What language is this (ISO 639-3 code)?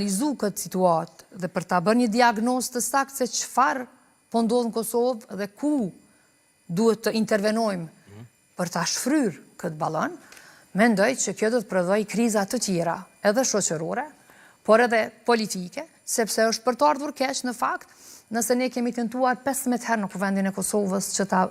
sqi